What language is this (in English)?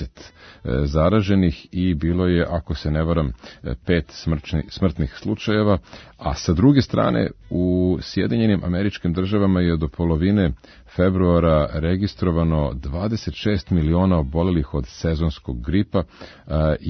Serbian